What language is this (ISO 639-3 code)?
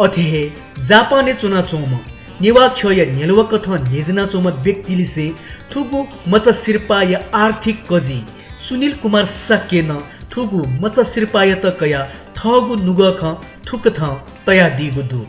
new